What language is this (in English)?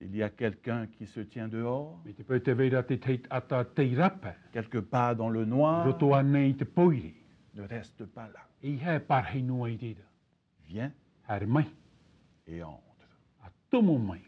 Tahitian